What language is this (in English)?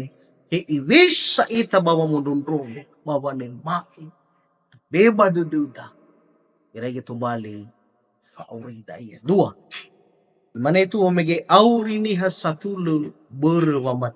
Nias